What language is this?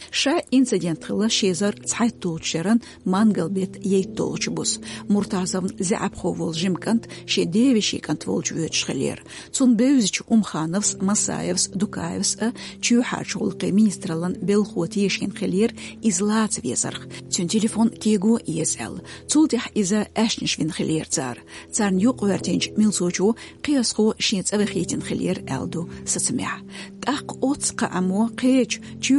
Chechen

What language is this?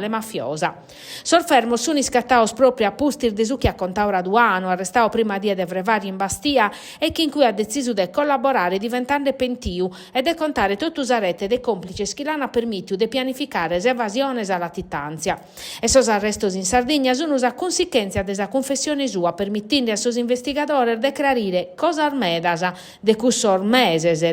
Sardinian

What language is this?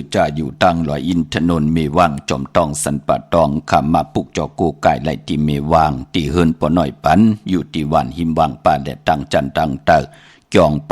Shan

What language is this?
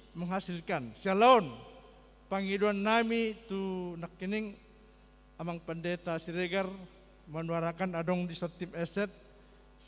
Batak Toba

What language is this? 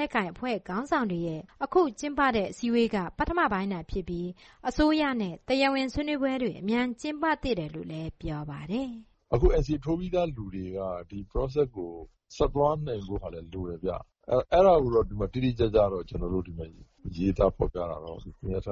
Burmese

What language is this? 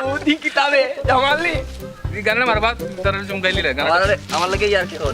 Sylheti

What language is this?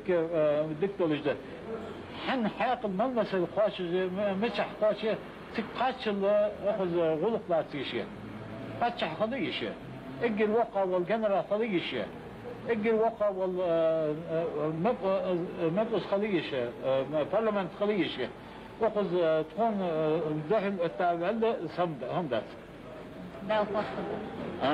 Ingush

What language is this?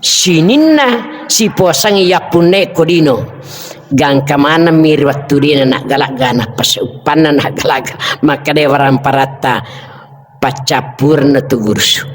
Buginese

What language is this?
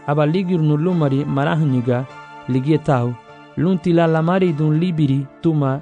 Garifuna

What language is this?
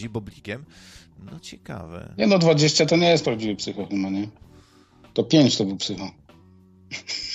Polish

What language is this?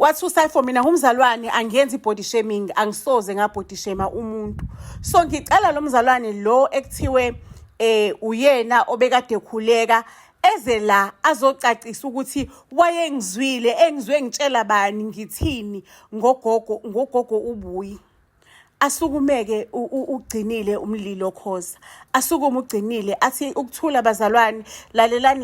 Zulu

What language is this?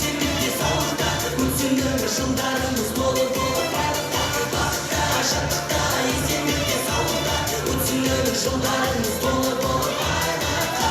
Kara-Kalpak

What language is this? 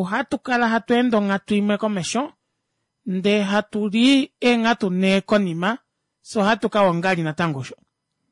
Kuanyama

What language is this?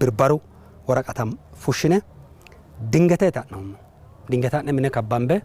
Sidamo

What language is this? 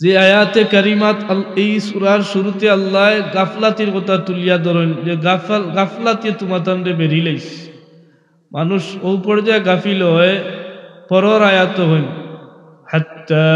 Sylheti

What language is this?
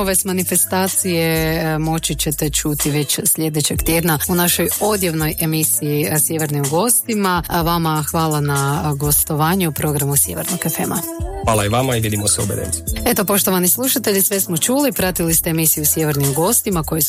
Croatian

